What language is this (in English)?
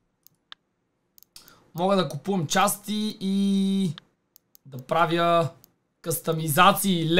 Bulgarian